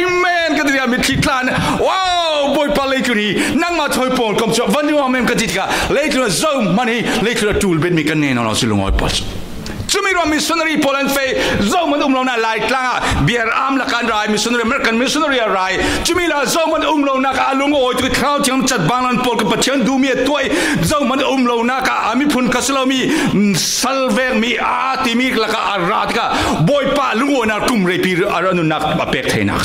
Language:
Falam Chin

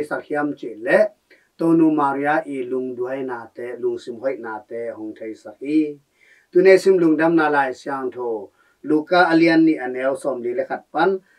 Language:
Tedim Chin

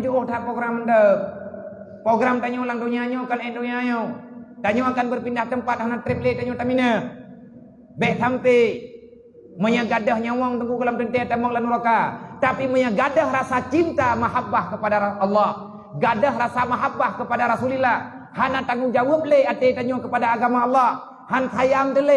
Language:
Achinese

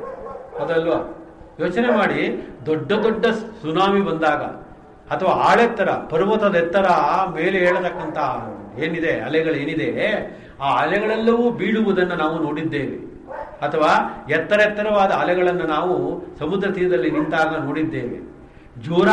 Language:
Kannada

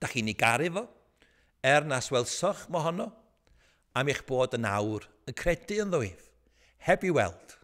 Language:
Welsh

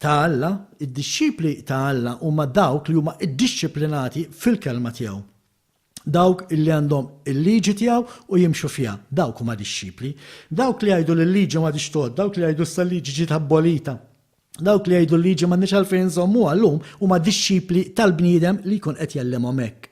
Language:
Maltese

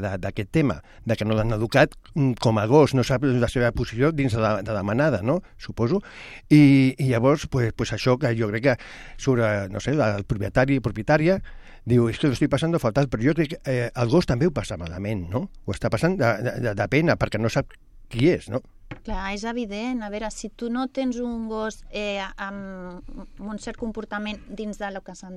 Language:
Catalan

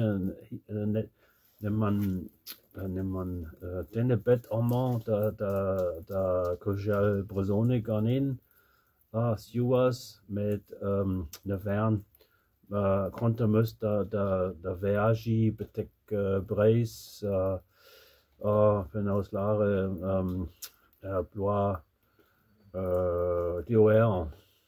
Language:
Breton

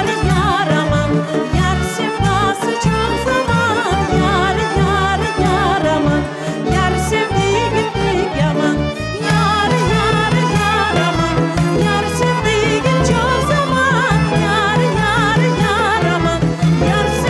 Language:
Crimean Tatar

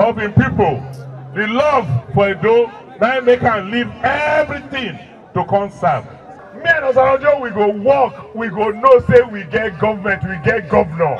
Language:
Nigerian Pidgin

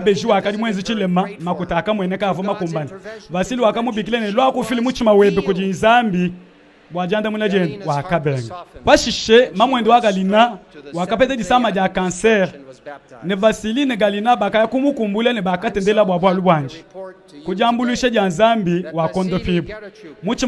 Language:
Luba-Lulua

